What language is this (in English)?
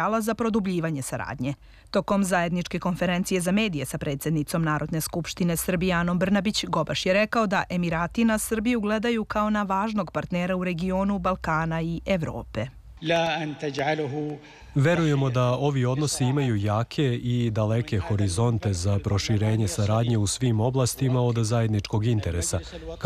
Serbian